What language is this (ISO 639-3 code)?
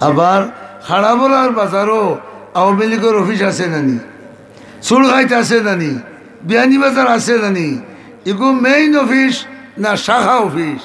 syl